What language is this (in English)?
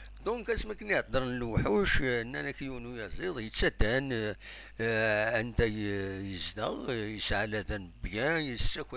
Kabyle